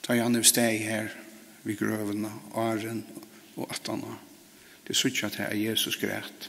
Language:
Faroese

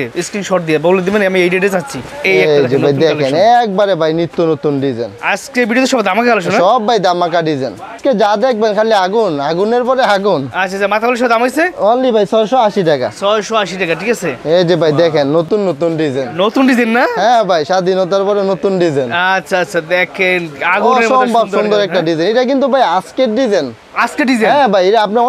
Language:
Bangla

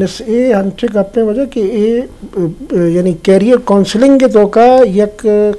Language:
Baluchi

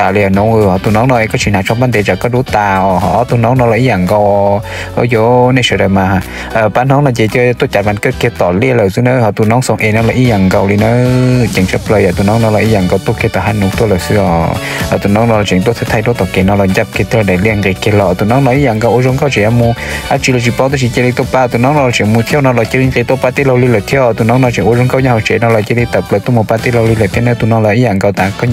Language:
Hmong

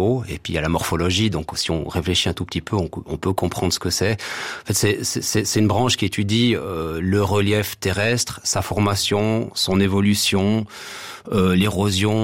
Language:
French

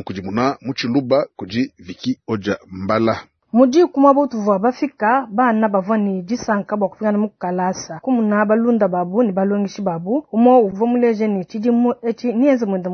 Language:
Luba-Lulua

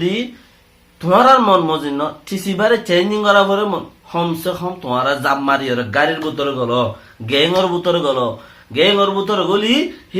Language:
Rohingya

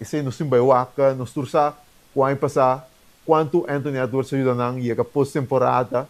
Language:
Papiamento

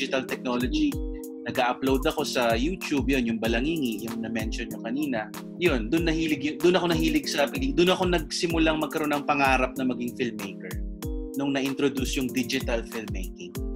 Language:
Filipino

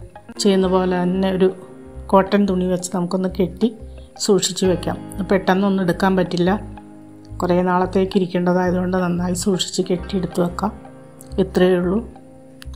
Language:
Malayalam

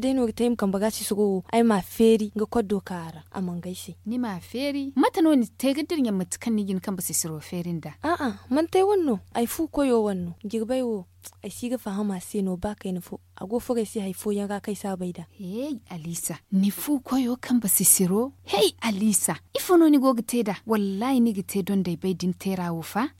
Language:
Zarma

